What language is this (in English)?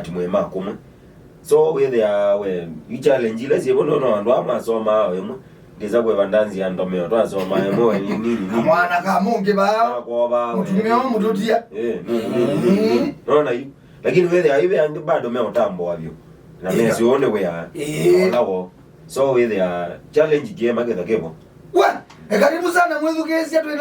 Kamba